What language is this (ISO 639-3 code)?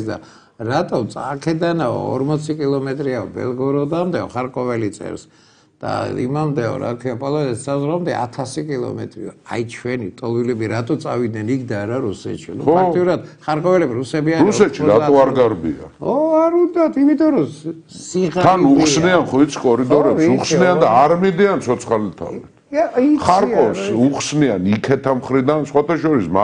kat